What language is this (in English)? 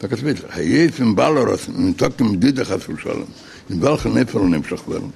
Yiddish